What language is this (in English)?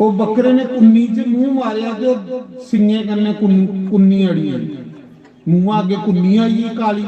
Dogri